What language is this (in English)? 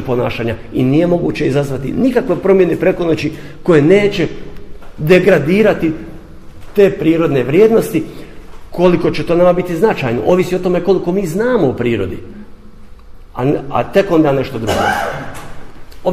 Croatian